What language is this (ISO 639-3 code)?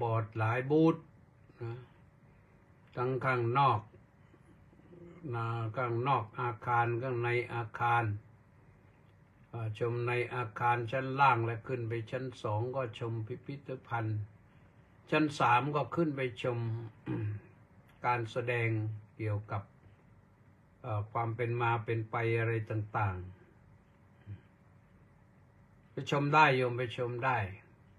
tha